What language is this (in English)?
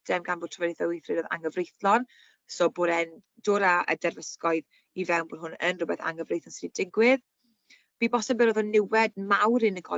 Welsh